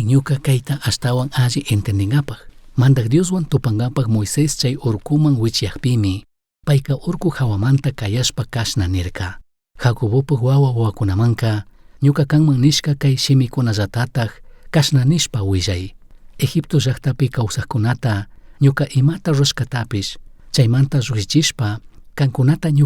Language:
Chimborazo Highland Quichua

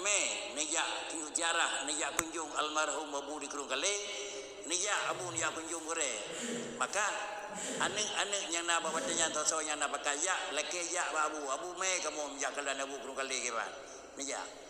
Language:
Achinese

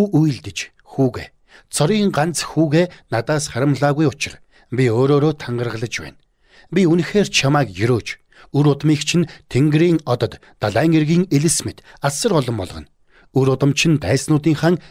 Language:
Mongolian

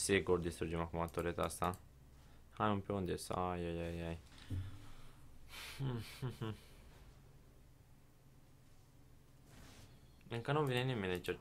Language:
Romanian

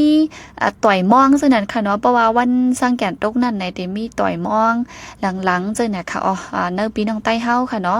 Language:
Shan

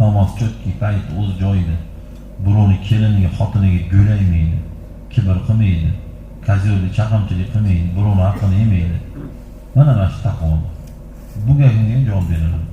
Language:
Uzbek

